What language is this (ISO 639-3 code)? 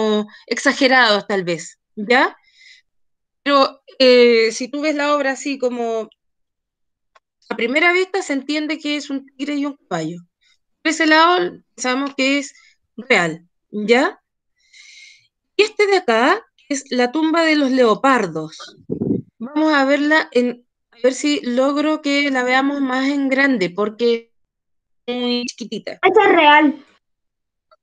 spa